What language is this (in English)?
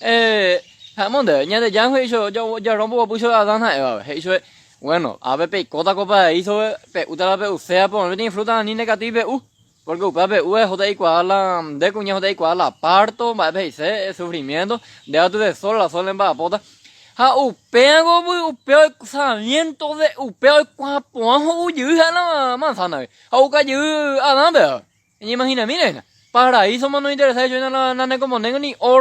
Guarani